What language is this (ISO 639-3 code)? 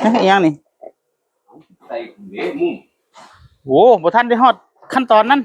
tts